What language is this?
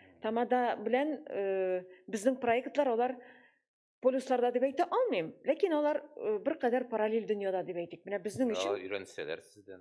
Tatar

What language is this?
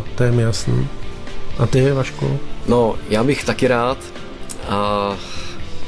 Czech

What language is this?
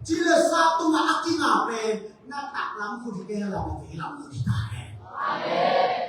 Tedim Chin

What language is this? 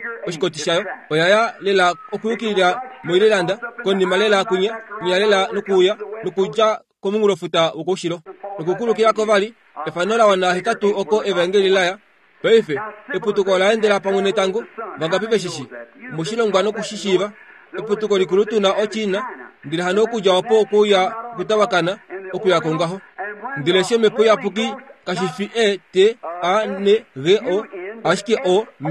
Kuanyama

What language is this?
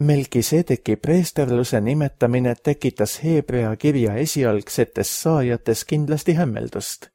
Estonian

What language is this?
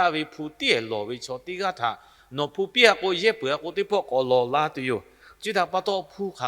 Lahu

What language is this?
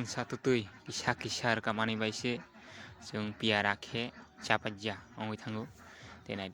Kok Borok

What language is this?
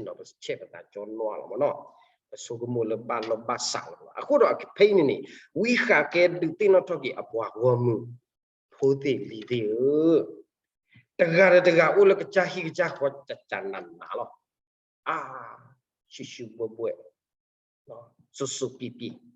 S'gaw Karen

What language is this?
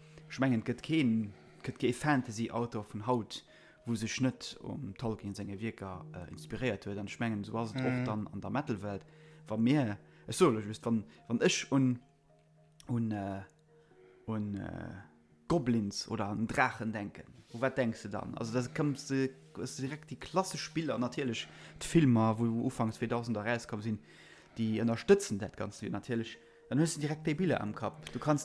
Luxembourgish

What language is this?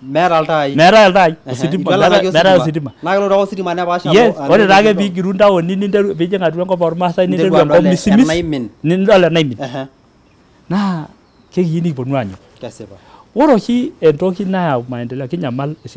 Masai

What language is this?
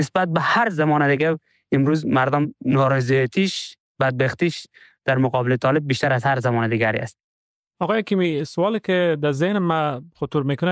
Persian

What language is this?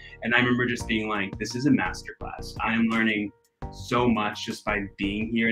English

